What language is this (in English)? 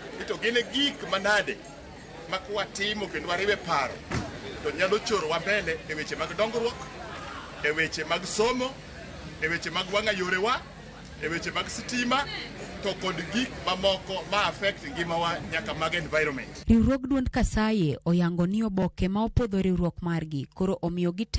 Luo (Kenya and Tanzania)